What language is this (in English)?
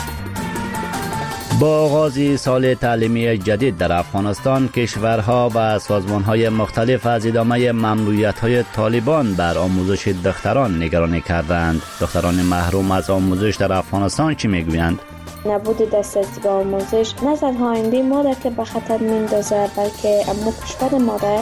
Persian